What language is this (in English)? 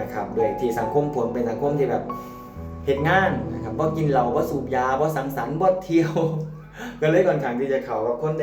Northeastern Thai